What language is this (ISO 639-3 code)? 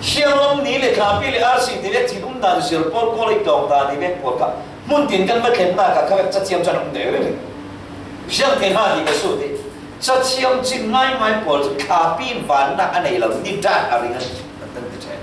cfm